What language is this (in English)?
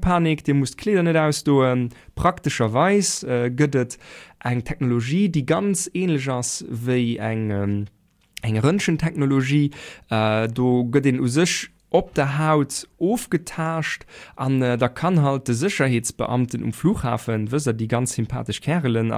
Luxembourgish